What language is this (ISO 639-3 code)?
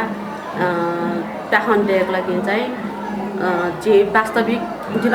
new